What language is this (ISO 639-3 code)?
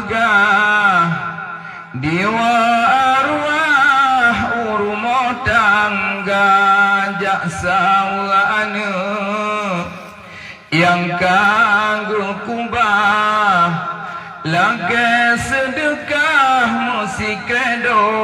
ace